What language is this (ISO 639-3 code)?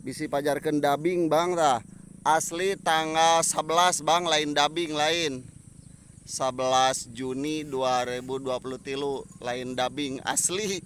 sun